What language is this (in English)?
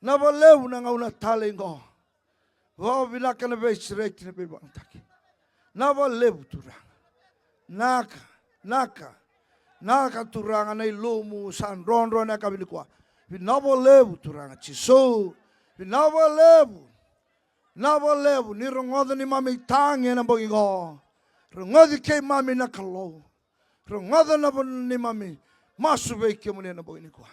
Fijian